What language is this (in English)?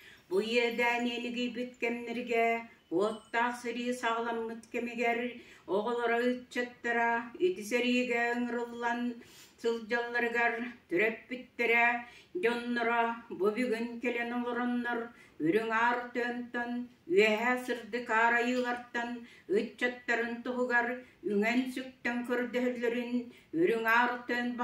Yakut